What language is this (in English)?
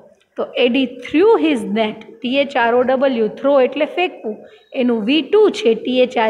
Gujarati